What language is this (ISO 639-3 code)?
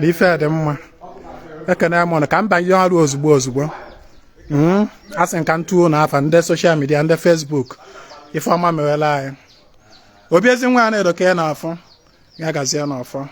ibo